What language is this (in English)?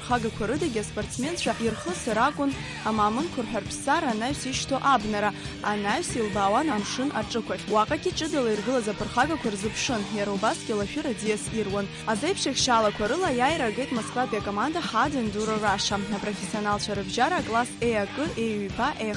Abkhazian